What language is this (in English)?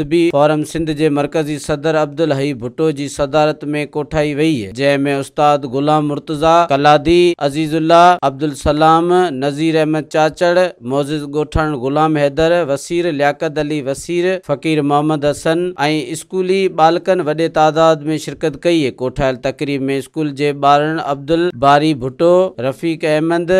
Sindhi